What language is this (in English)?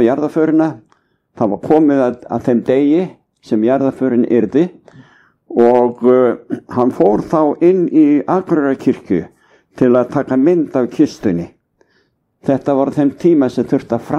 Icelandic